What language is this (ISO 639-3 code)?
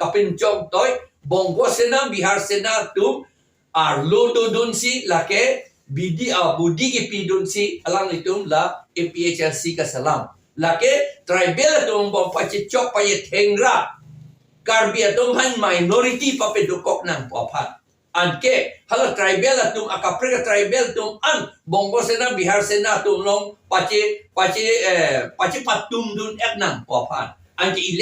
mjw